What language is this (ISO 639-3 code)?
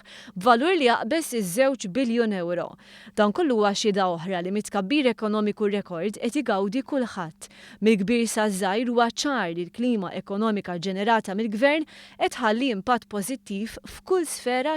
mlt